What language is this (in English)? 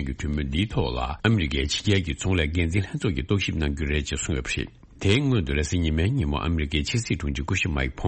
Tibetan